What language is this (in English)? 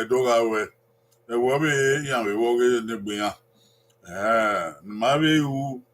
Bini